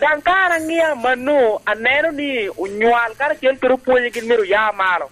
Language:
Lango (Uganda)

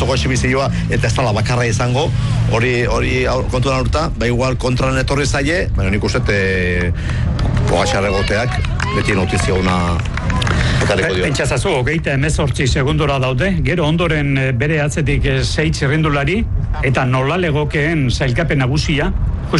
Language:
Basque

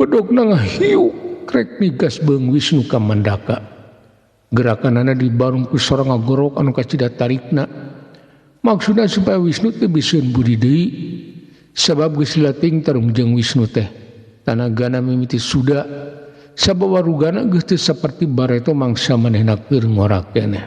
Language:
Sundanese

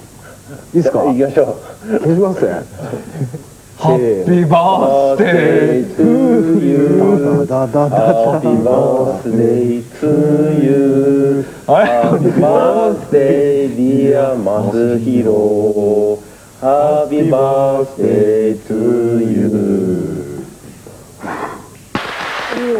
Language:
Japanese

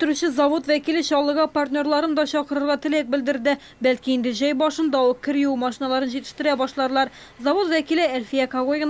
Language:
Tatar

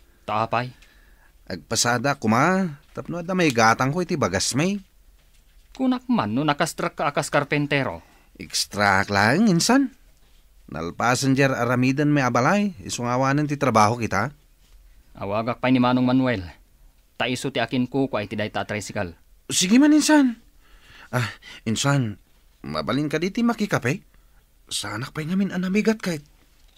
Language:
Iloko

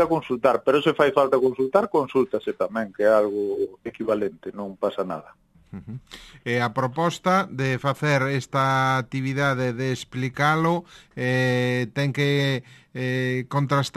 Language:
Galician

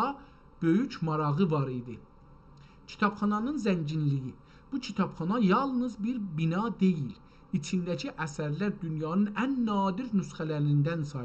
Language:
South Azerbaijani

